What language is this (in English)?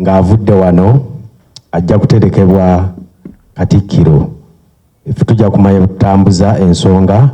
Ganda